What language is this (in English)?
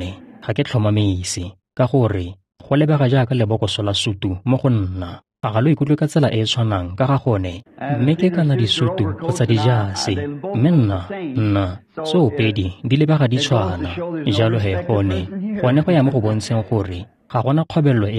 Tswana